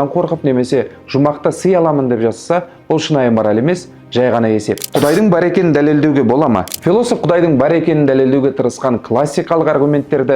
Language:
Kazakh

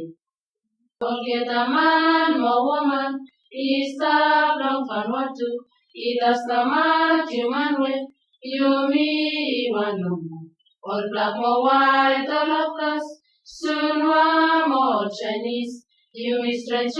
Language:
Bislama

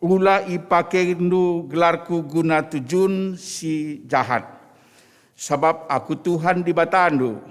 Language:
Batak Karo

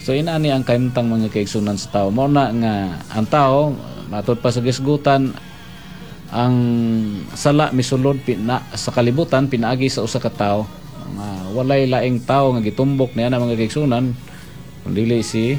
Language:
Cebuano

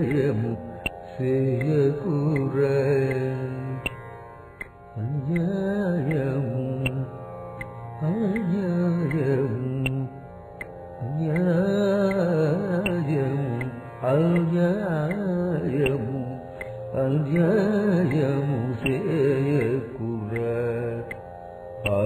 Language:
Telugu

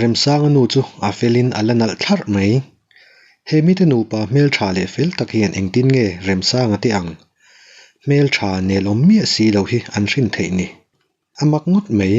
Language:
Mizo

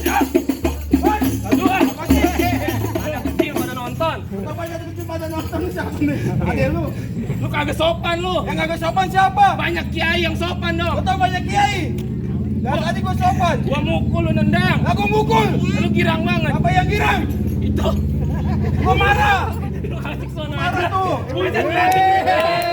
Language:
Betawi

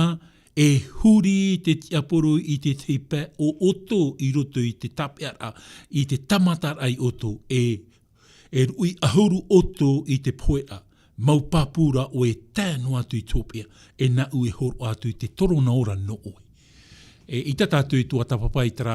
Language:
Tahitian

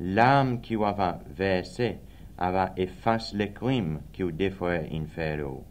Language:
Seselwa Creole French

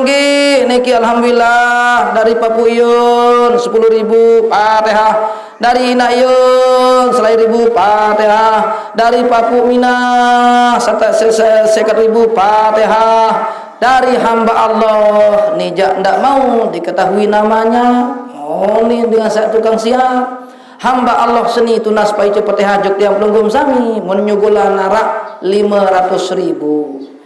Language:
Sasak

